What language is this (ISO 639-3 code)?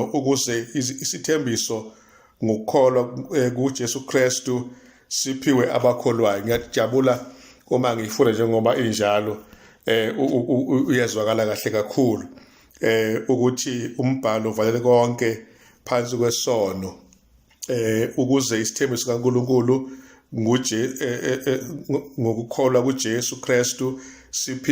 zul